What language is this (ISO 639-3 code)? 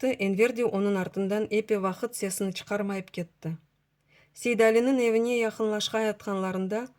crh